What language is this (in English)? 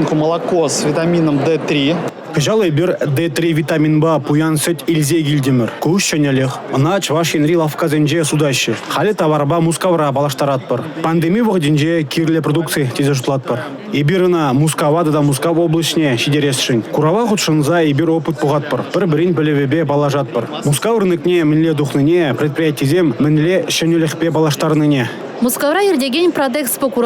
Chuvash